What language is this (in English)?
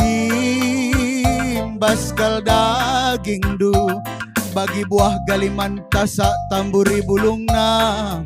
Batak Karo